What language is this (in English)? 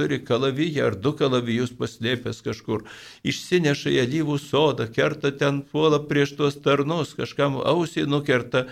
Lithuanian